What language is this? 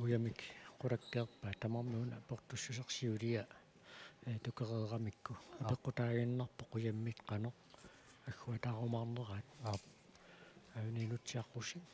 Kalaallisut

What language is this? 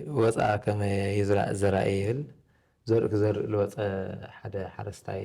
Tigrinya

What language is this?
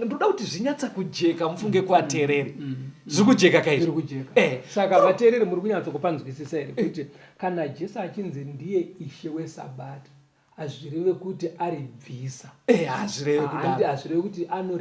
Shona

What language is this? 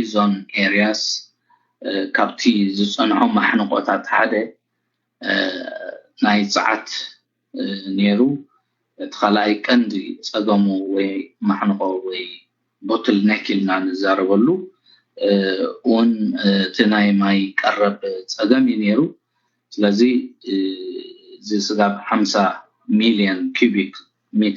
Tigrinya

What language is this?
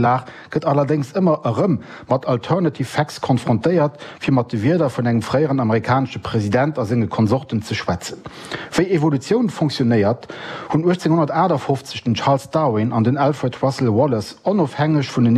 Luxembourgish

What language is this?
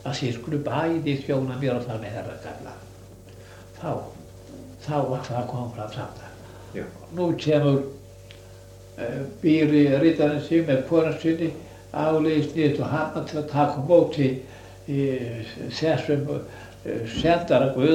Icelandic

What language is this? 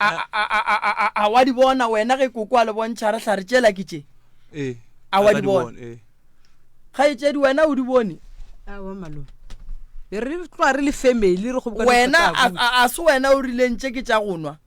Northern Sotho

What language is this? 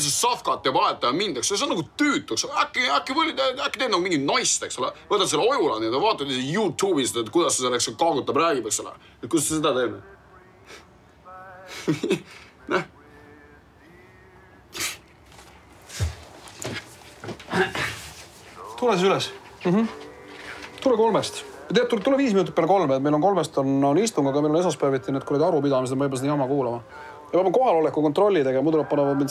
Estonian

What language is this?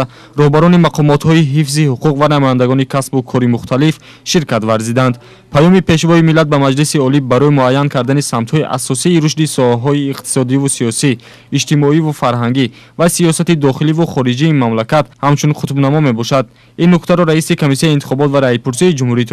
Tajik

